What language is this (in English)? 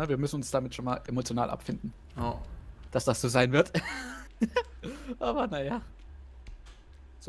German